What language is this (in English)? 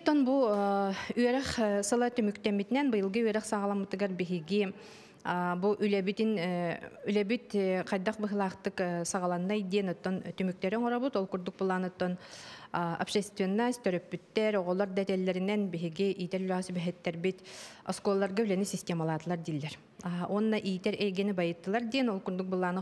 Yakut